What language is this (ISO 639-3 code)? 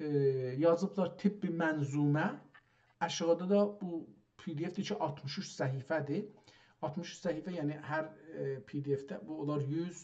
azb